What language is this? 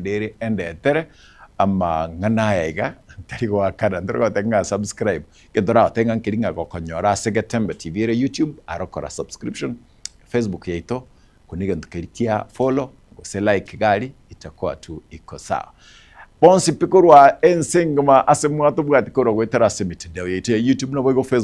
Gusii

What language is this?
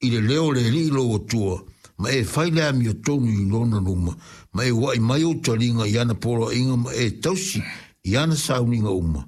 Samoan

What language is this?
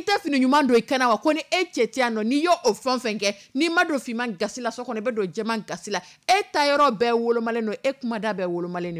Dyula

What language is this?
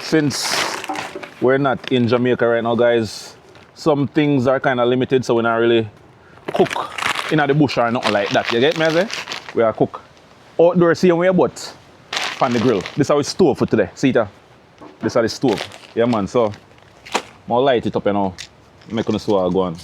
Jamaican Creole English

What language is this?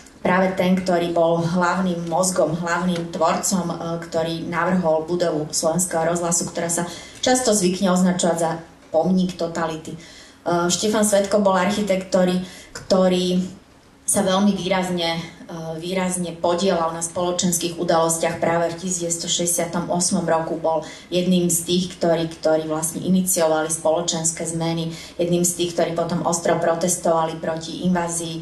Slovak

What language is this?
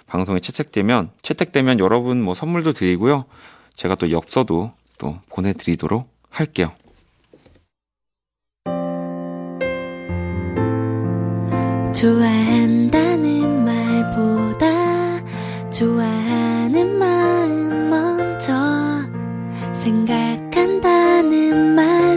Korean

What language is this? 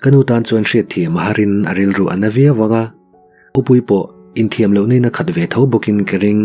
Mizo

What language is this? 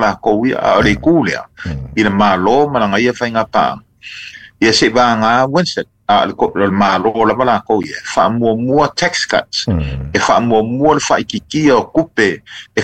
Samoan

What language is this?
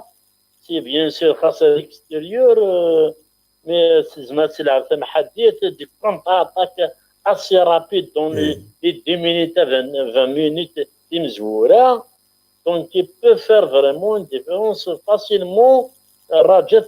Kabyle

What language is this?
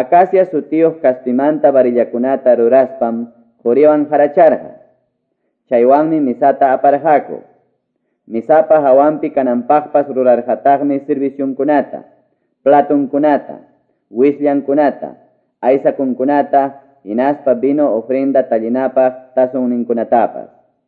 Quechua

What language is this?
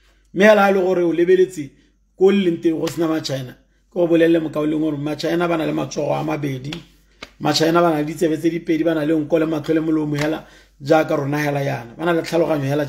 Tswana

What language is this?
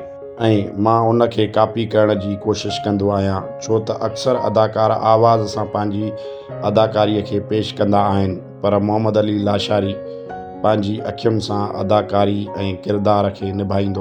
Sindhi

